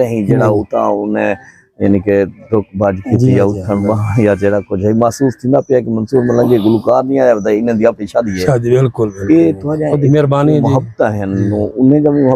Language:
Saraiki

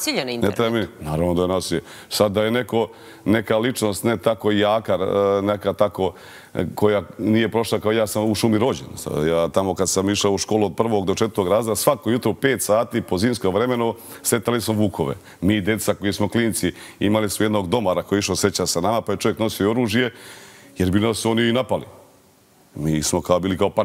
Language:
Serbian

